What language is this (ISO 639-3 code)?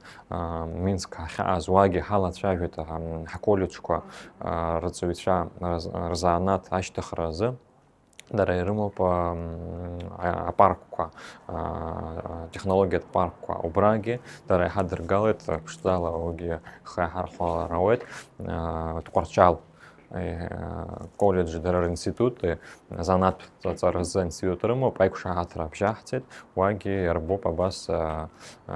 abk